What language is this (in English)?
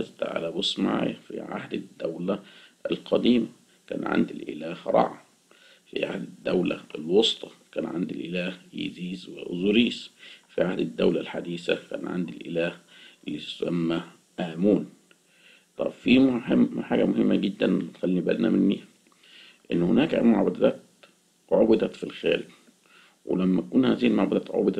Egyptian Arabic